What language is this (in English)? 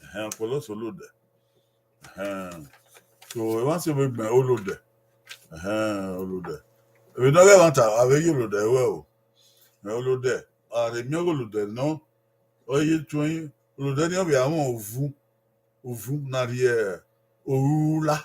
Bini